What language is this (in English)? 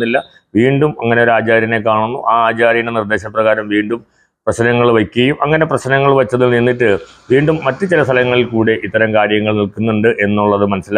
Malayalam